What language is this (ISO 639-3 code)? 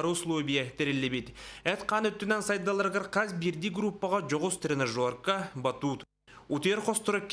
sah